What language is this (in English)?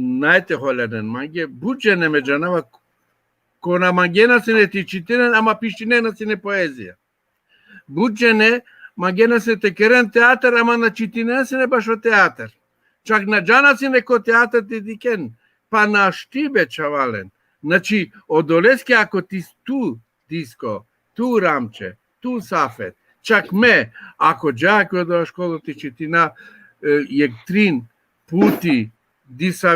Balkan Romani